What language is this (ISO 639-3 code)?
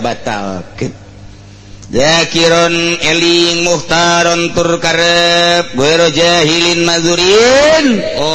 sun